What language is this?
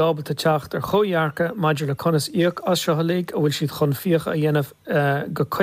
Irish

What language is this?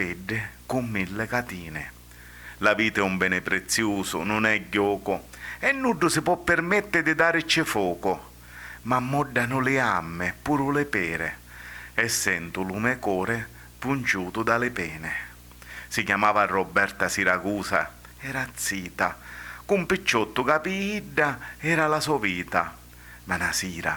Sicilian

